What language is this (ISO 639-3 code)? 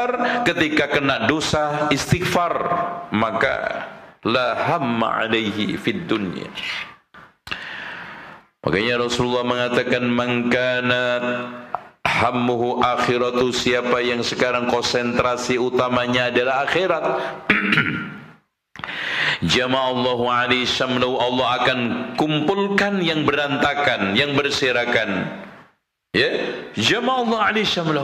ind